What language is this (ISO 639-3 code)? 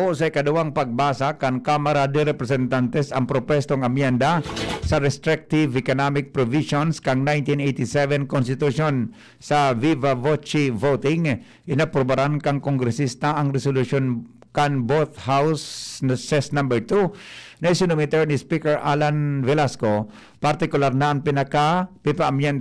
bik